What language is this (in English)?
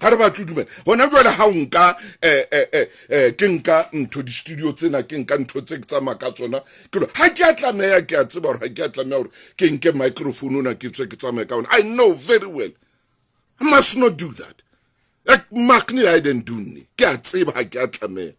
Southern Sotho